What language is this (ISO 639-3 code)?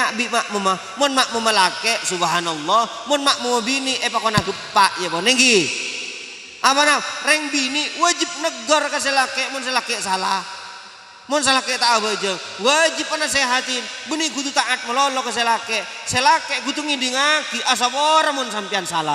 mad